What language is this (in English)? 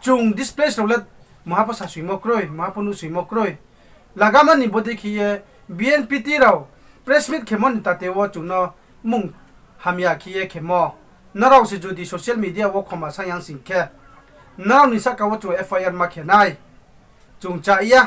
Riang (India)